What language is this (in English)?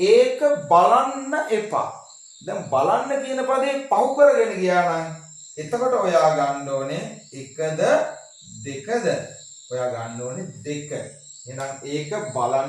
Sinhala